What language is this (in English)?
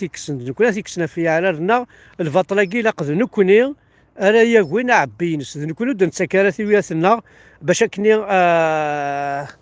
Kabyle